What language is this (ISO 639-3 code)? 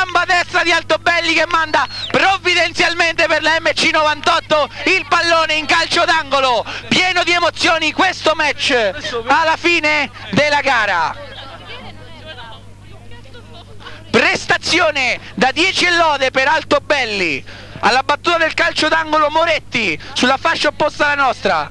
ita